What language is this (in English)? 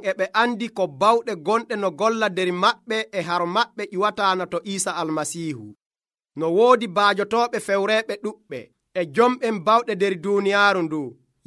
Nigerian Fulfulde